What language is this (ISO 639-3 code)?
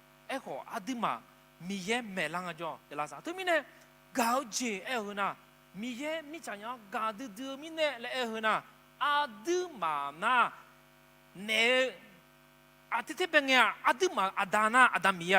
ahk